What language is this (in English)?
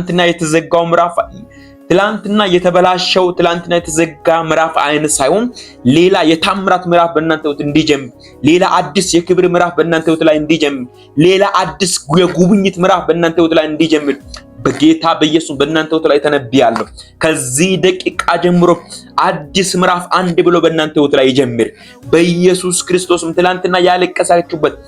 Amharic